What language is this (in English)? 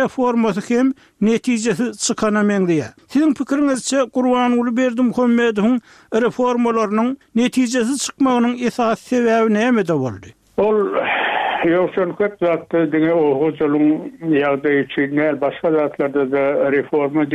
Turkmen